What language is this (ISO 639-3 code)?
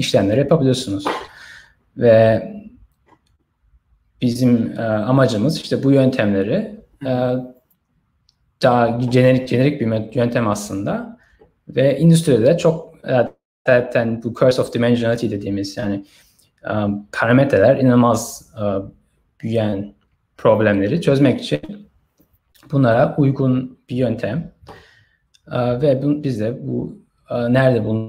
tur